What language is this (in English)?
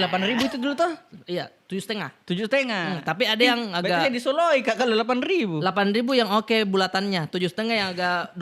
Makassar Malay